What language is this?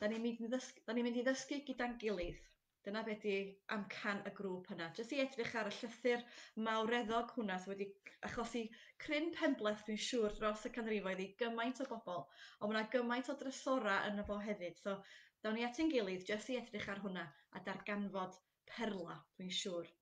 Welsh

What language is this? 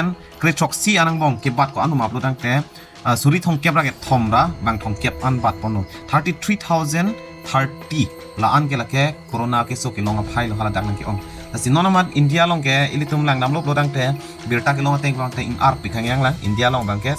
Karbi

